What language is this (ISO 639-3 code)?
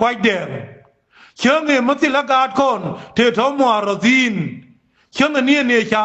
nus